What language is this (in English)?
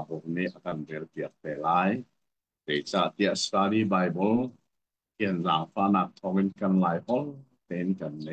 Hakha Chin